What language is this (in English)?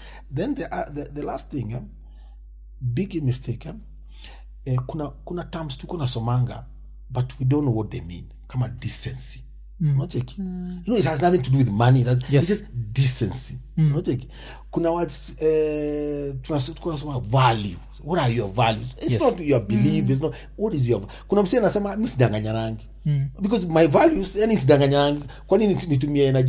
Swahili